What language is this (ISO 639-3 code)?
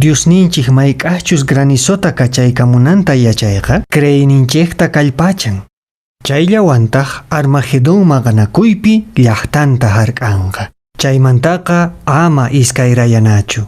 que